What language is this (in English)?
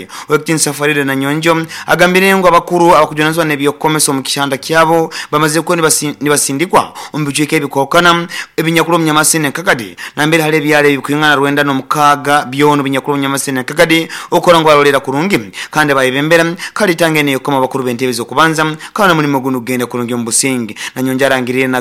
Nyoro